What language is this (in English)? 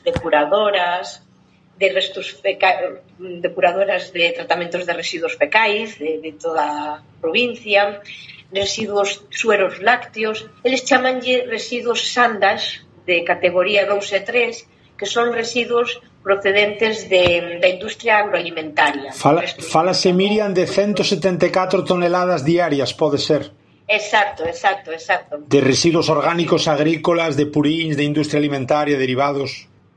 Galician